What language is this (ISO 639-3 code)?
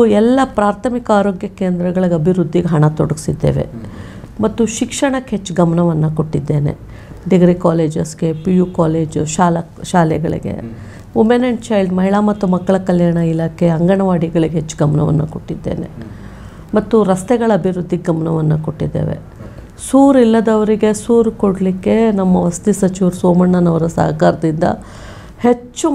kan